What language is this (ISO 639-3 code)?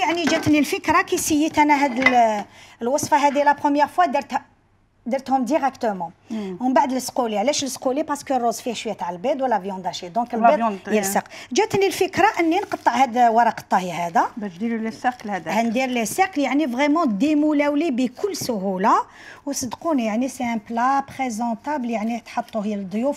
arq